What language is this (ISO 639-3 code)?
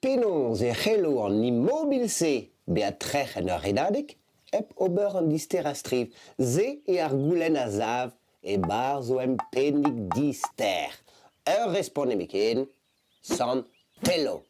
bre